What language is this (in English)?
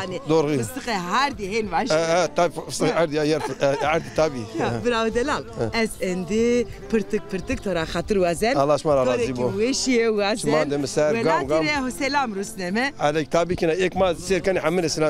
Zaza